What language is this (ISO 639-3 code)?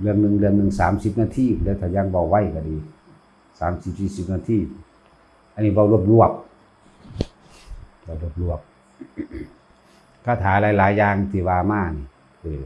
tts